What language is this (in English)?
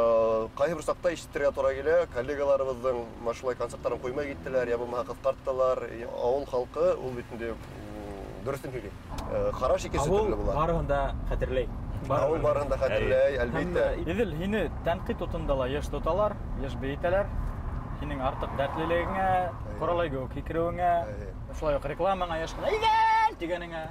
Bashkir